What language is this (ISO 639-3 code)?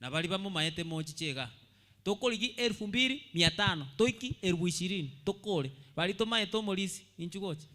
guz